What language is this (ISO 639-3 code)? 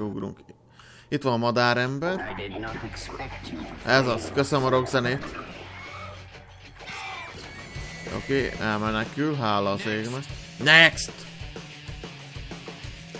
hun